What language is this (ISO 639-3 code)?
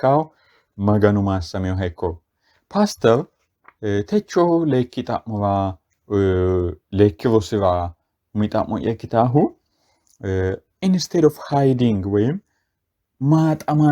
sid